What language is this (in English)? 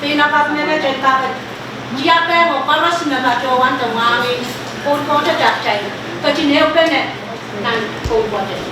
Pohnpeian